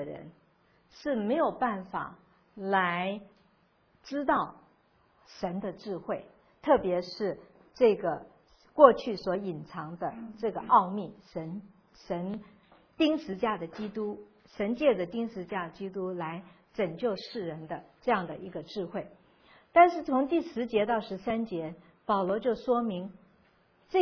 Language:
Chinese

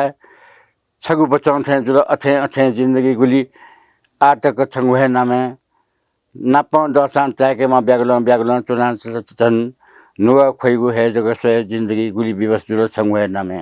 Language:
Newari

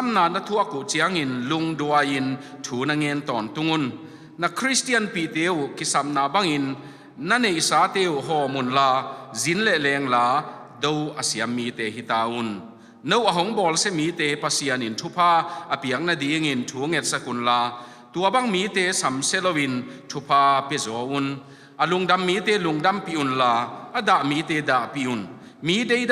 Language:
Tedim Chin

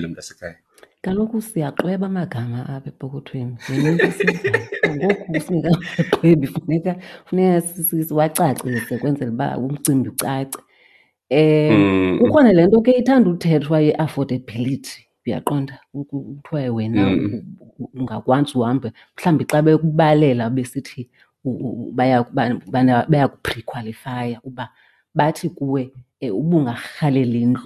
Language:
Xhosa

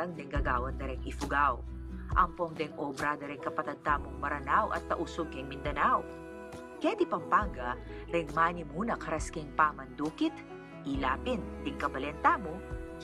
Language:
Pampanga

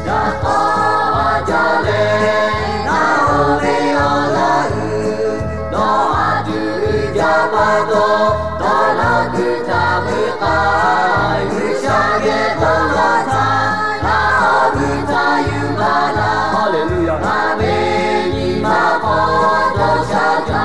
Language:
Lahu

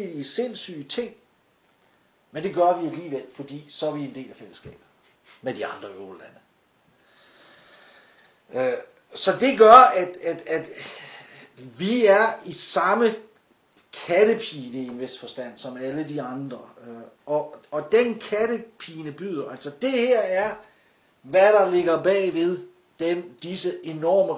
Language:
Danish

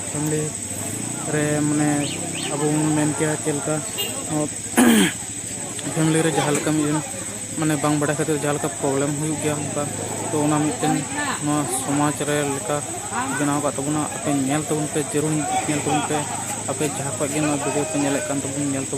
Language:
Santali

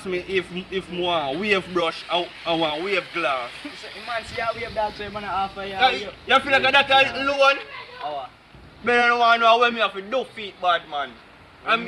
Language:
Jamaican Creole English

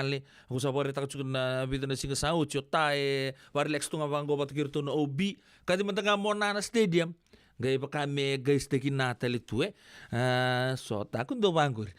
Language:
Fijian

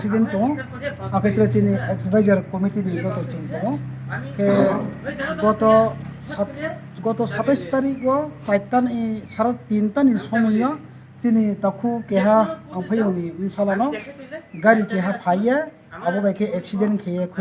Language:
Riang (India)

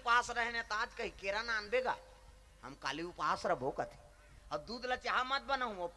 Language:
Chhattisgarhi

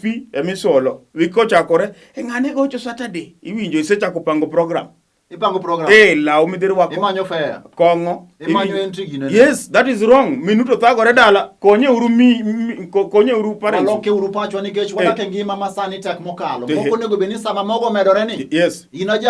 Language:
Luo (Kenya and Tanzania)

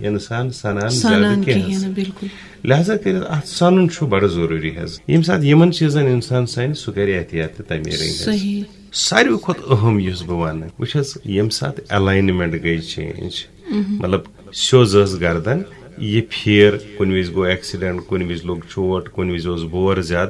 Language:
Kashmiri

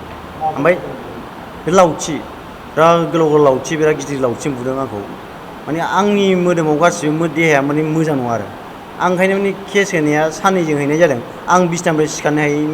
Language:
Bodo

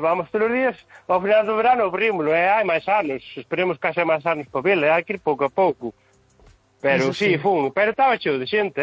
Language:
Galician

